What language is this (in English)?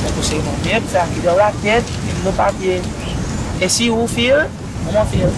Seselwa Creole French